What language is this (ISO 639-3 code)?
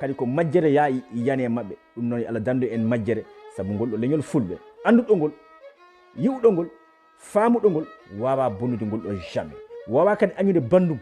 ful